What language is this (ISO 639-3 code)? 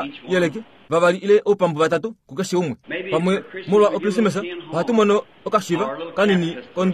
kua